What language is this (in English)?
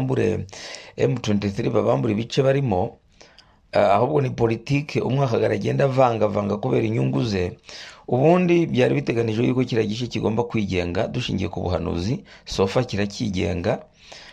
Kinyarwanda